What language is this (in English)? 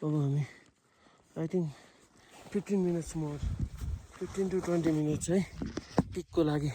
Nepali